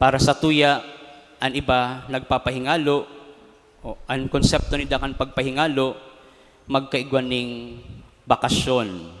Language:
Bikol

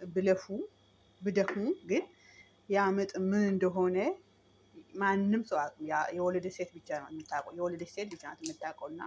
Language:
Amharic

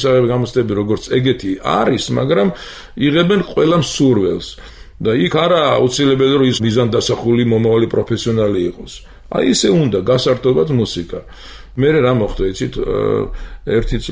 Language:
Georgian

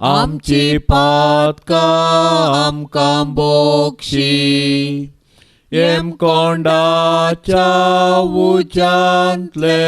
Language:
Konkani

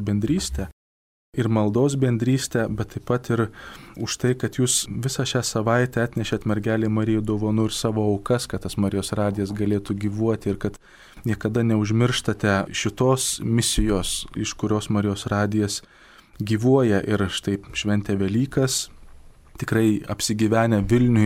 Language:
Lithuanian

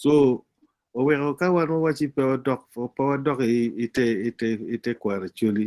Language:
Acoli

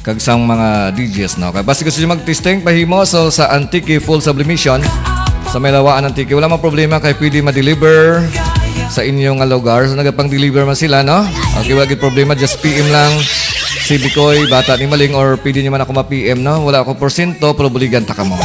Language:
Hiligaynon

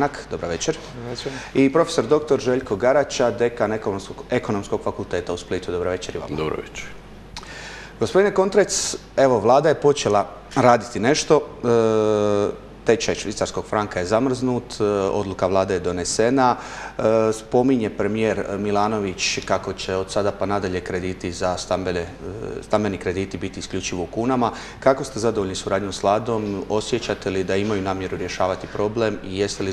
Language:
Croatian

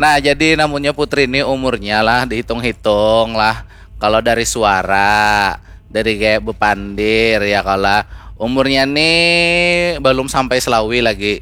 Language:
Banjar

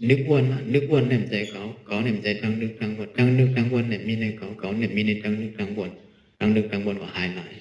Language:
Shan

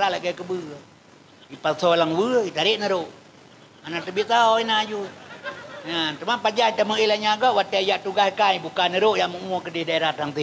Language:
Achinese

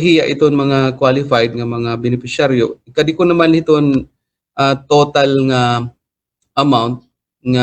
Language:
Waray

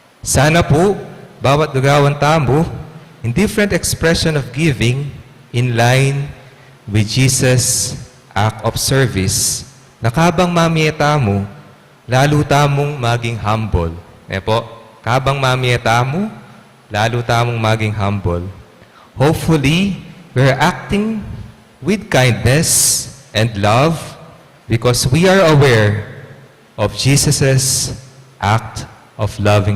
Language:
Pampanga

